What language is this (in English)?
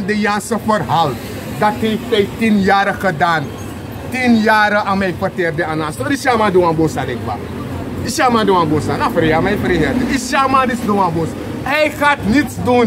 Sranan Tongo